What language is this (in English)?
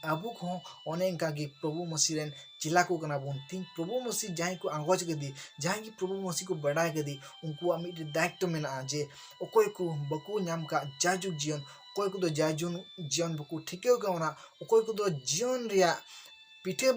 Santali